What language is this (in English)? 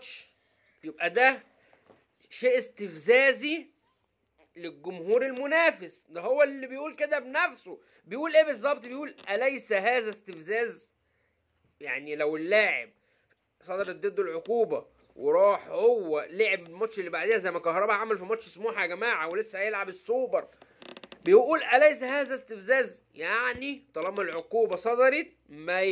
Egyptian Arabic